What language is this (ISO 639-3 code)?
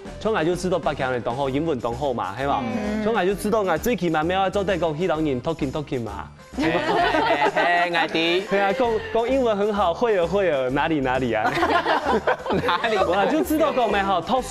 hak